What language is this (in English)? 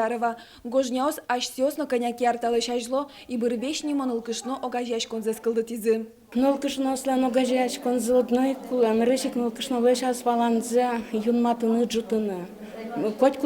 Udmurt